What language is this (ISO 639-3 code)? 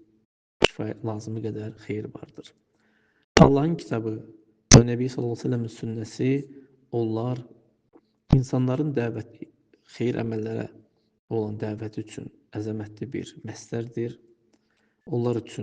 aze